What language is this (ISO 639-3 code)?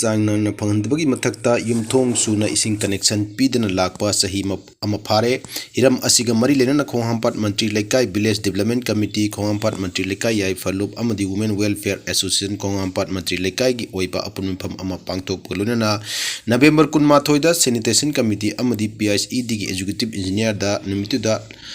mni